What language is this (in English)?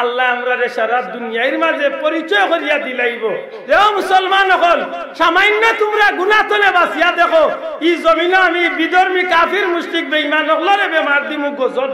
Sylheti